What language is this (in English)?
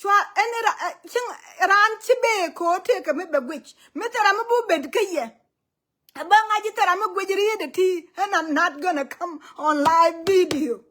Nuer